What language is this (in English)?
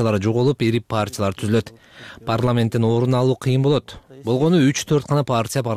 Kyrgyz